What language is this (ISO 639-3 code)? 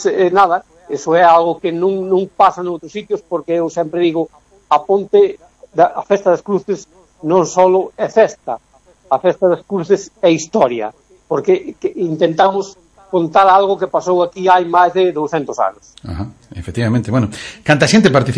glg